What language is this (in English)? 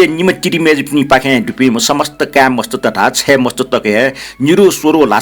Newari